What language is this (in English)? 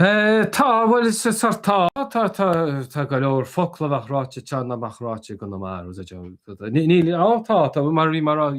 Irish